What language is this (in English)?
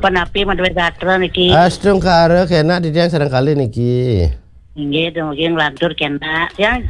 Balinese